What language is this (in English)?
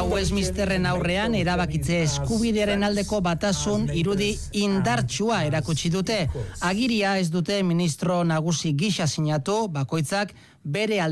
Basque